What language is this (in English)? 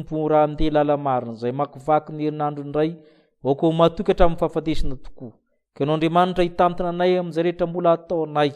Malagasy